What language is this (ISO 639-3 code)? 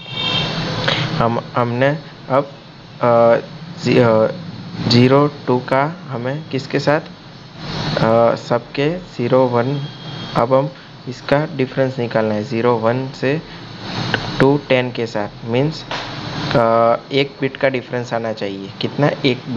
hin